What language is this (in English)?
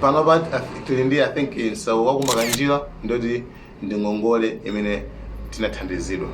Nyanja